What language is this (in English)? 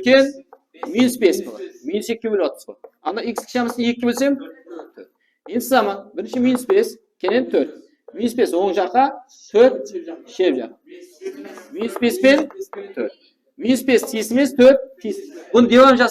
Kara-Kalpak